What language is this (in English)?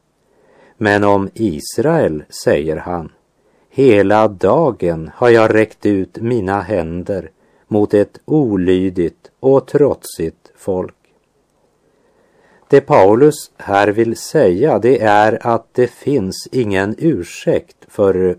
Swedish